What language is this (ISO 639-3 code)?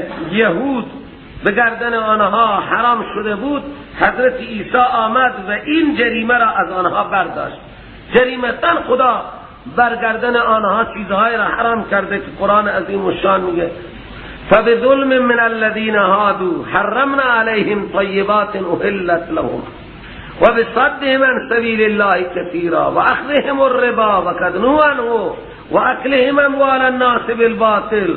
fas